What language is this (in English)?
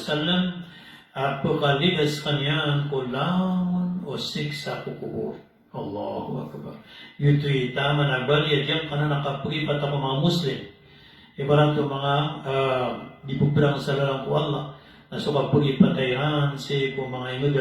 Maranao